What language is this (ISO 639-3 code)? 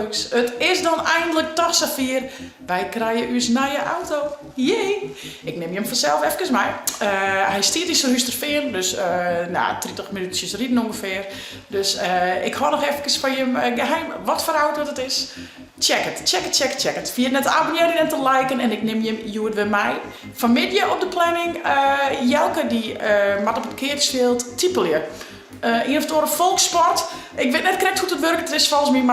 fry